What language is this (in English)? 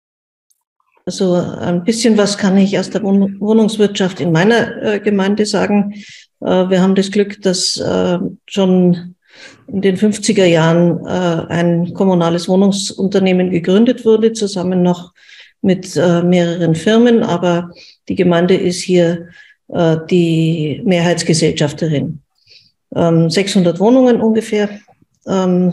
German